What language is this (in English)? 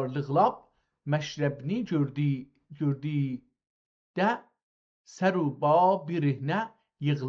South Azerbaijani